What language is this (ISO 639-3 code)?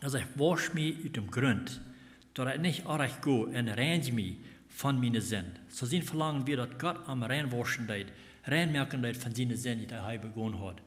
pdt